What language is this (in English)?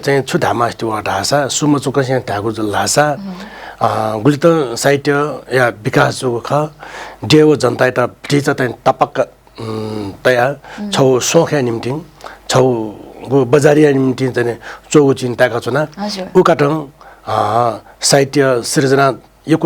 Newari